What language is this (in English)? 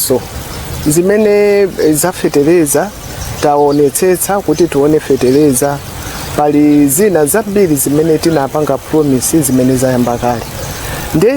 Nyanja